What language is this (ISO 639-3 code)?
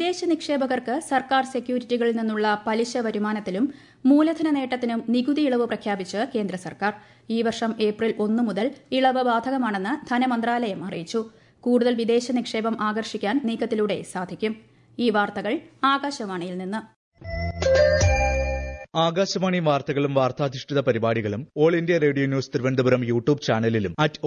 mal